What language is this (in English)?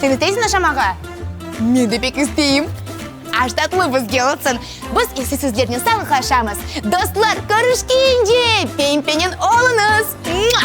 Crimean Tatar